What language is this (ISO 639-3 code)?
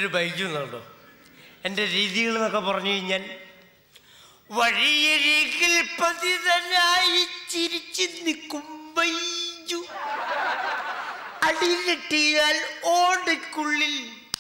mal